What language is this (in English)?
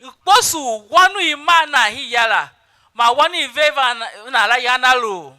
Tiv